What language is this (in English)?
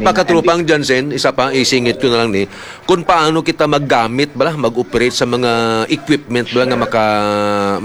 Hiligaynon